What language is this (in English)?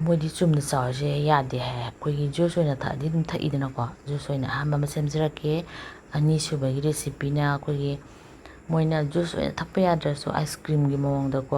Manipuri